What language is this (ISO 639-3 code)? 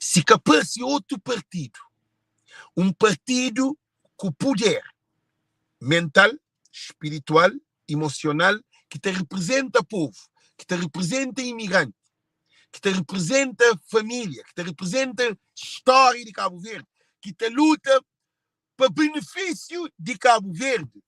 kea